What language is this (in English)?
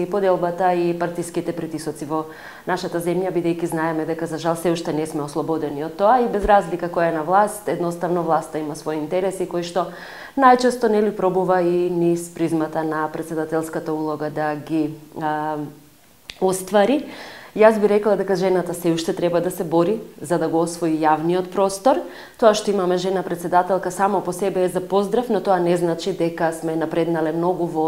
Macedonian